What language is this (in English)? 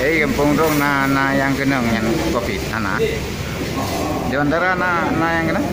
Achinese